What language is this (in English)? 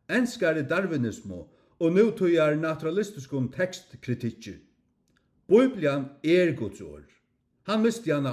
Faroese